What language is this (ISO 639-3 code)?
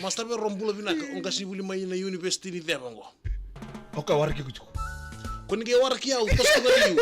fij